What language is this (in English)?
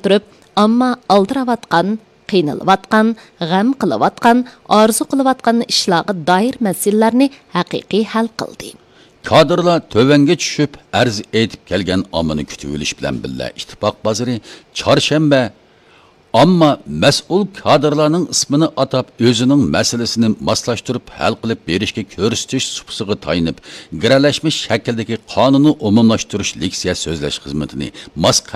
Uyghur